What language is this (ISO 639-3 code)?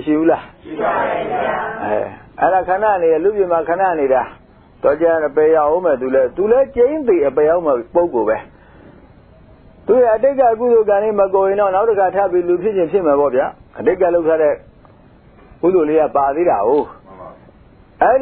mya